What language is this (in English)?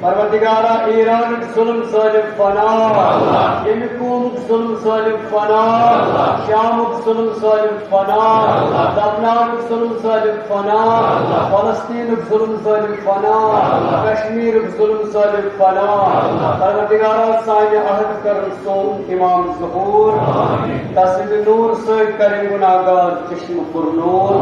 Kashmiri